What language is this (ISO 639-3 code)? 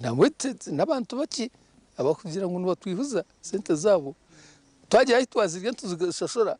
nyn